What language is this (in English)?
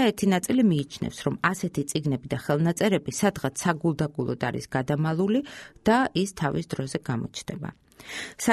Georgian